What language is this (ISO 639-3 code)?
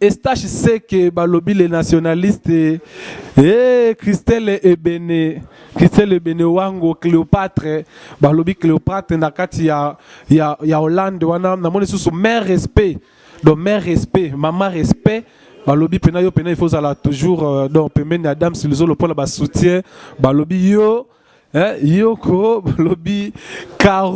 lin